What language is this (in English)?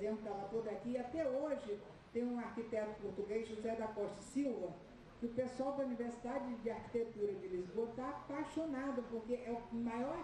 Portuguese